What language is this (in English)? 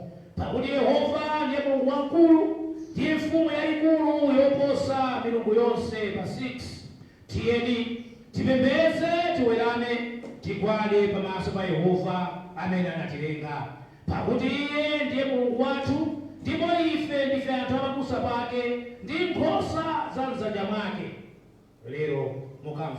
Nyanja